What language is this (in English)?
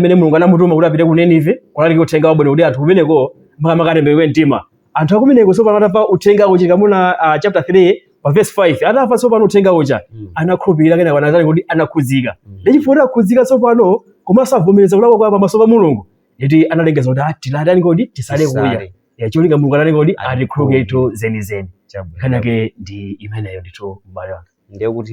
Nyanja